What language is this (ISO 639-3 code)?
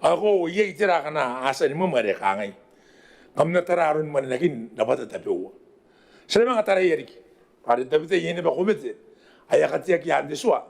gil